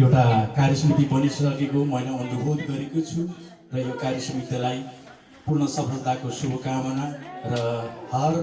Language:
Nepali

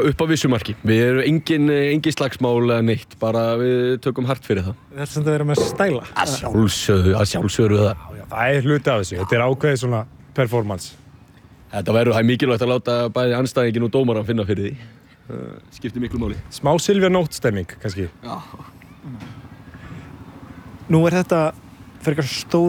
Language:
Icelandic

